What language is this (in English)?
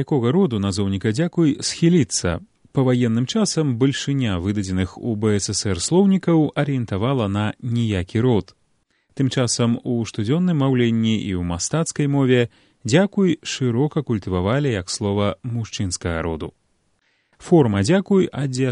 Belarusian